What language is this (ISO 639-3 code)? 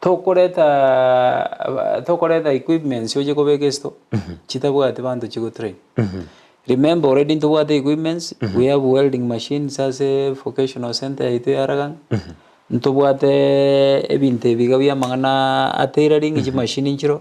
guz